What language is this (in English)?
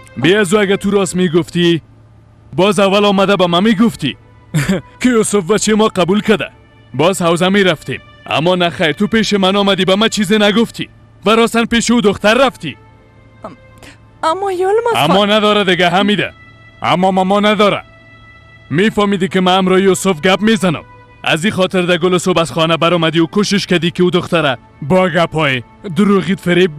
Persian